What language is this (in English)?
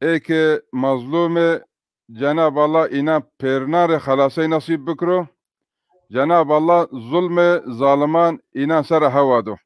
Zaza